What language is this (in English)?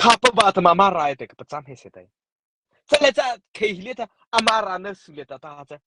Mara Chin